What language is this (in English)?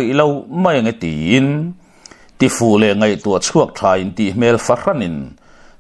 Mizo